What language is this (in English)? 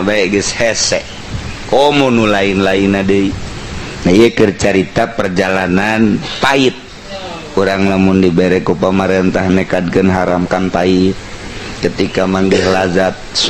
Sundanese